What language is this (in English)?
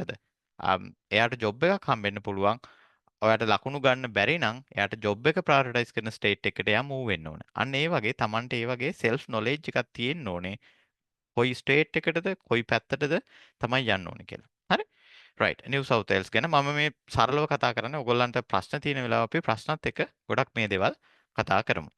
Sinhala